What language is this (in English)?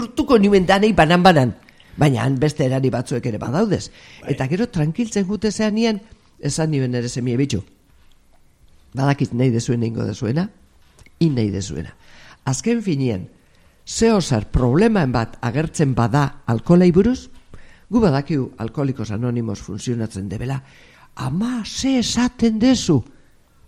Basque